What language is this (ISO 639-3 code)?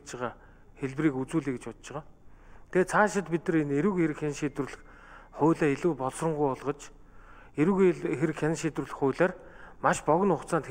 mon